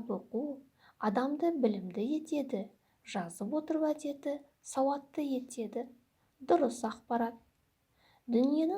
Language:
Kazakh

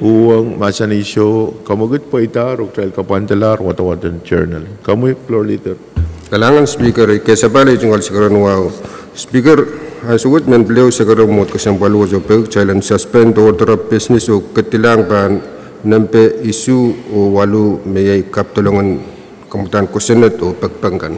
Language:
Pohnpeian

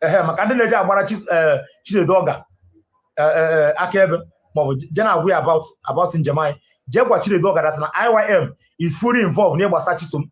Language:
Igbo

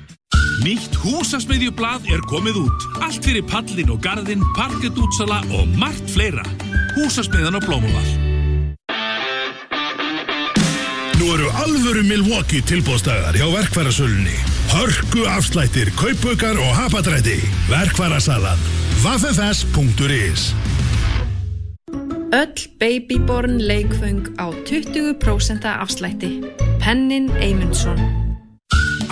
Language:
Icelandic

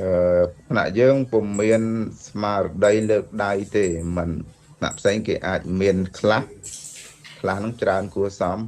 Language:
Khmer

